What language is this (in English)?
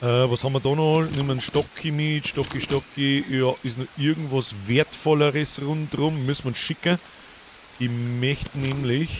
Bavarian